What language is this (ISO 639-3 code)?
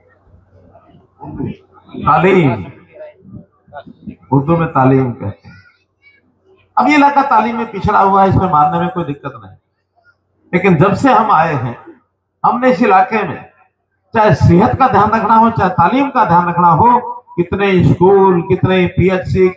hin